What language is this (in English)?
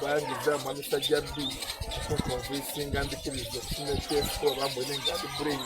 Soga